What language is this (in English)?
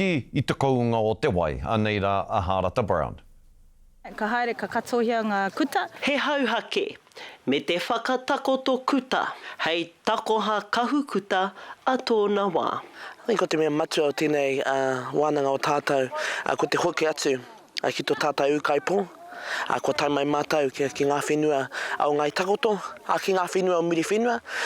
Māori